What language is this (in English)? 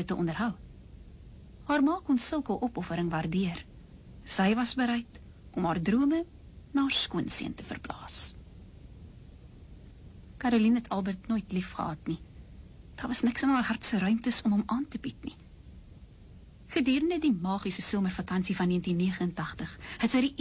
Afrikaans